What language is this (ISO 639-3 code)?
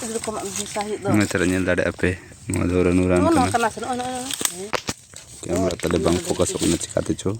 sat